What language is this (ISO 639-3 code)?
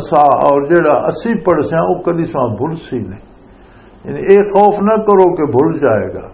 lah